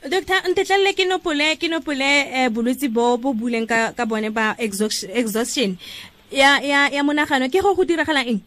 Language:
Tswana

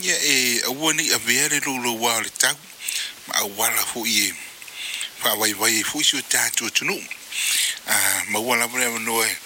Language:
Samoan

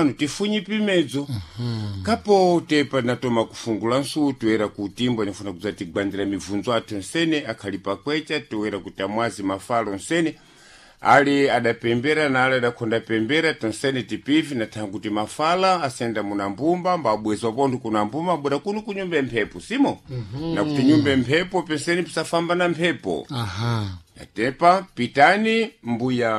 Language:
Sena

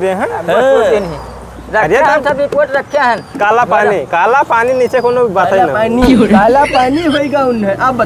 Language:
Awadhi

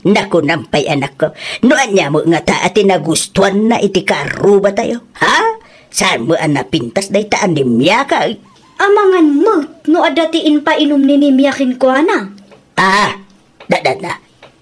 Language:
Iloko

